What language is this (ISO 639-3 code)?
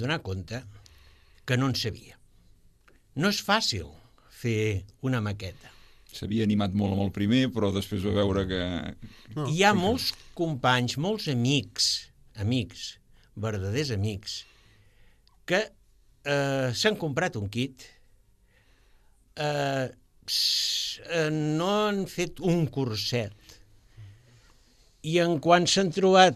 cat